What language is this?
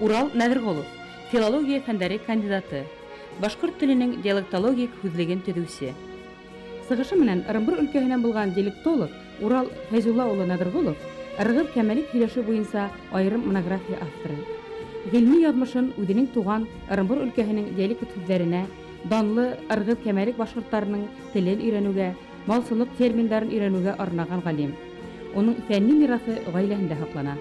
Bashkir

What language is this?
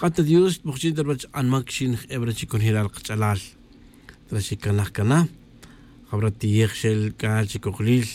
Tz'utujil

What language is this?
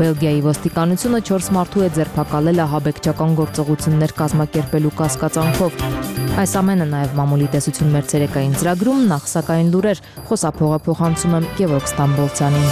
Armenian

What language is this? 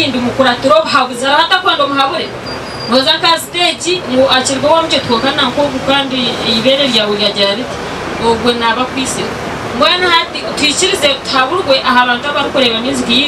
Nyankole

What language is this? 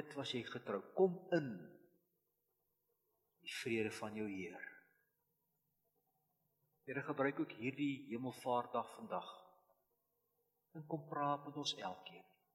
Afrikaans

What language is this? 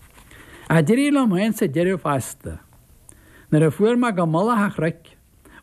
Irish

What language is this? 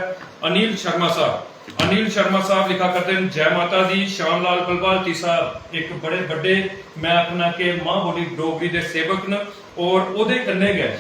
Dogri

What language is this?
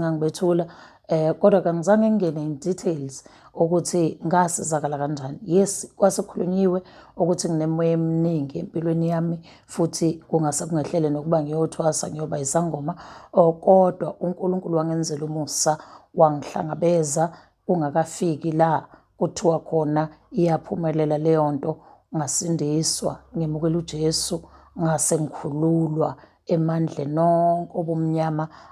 Zulu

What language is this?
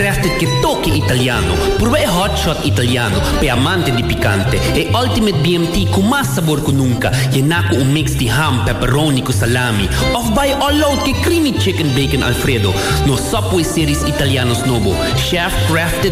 Papiamento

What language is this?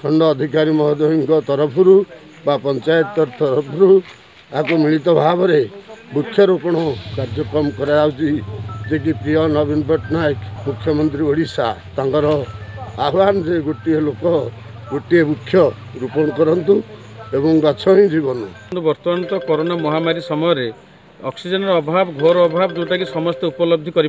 Odia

